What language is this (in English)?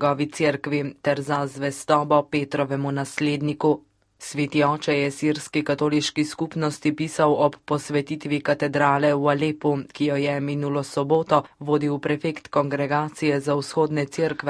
Slovenian